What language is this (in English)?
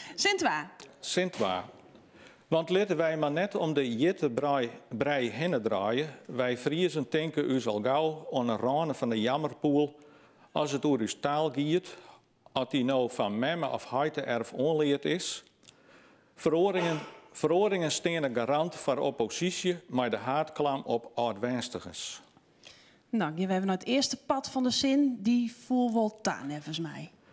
Western Frisian